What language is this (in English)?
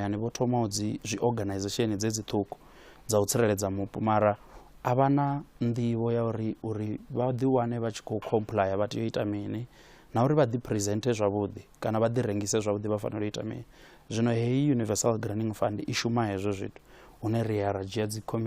Venda